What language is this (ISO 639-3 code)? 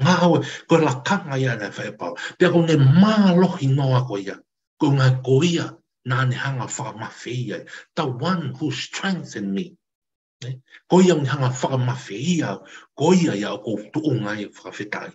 ton